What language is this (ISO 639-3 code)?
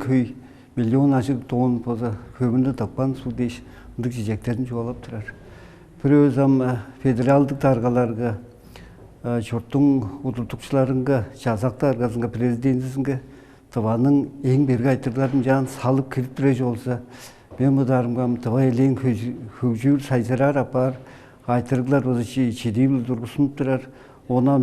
tyv